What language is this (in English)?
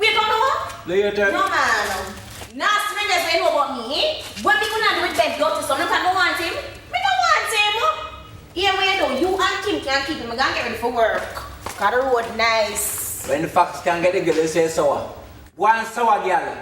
Jamaican Creole English